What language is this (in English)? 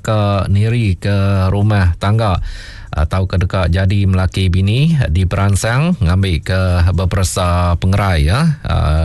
Iban